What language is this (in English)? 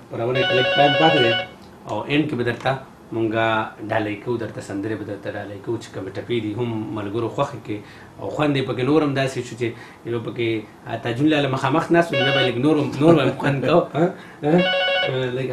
Pashto